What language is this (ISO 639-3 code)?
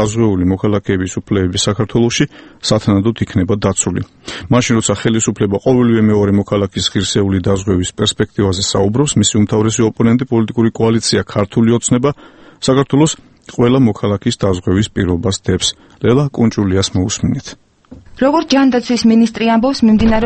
kat